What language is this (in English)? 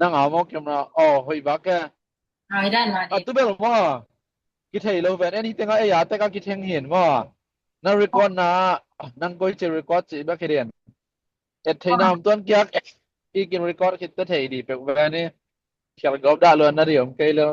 Tedim Chin